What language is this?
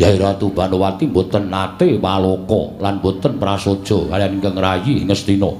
Javanese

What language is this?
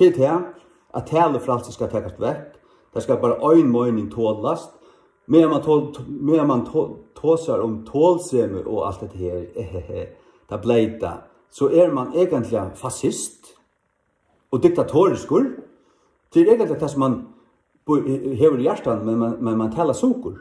Faroese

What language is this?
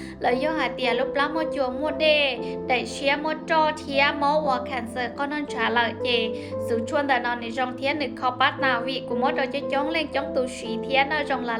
Hmong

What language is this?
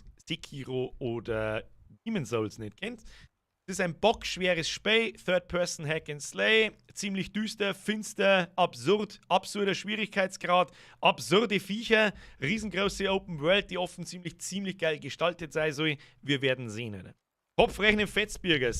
Bavarian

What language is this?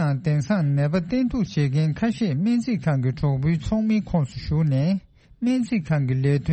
Tibetan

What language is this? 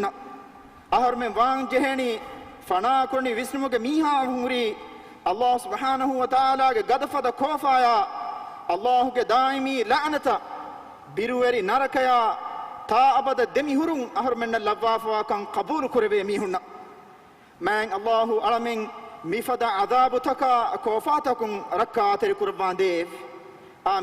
Divehi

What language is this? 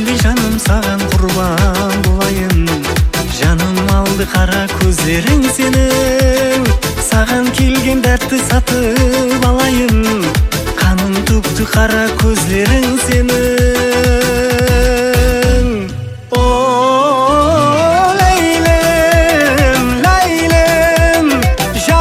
Kazakh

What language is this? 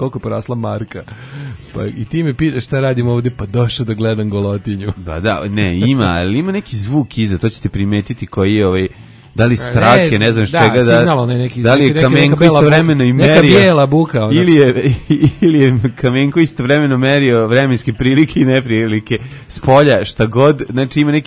Serbian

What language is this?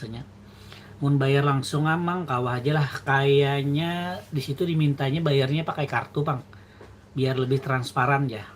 Banjar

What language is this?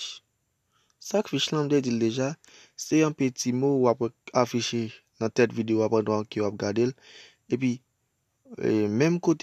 Haitian Creole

